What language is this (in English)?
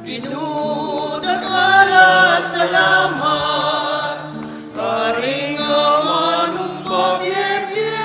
Pampanga